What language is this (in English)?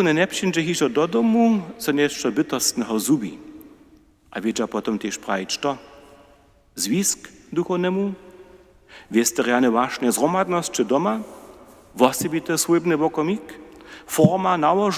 Upper Sorbian